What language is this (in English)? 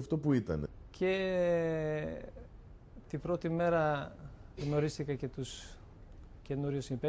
Greek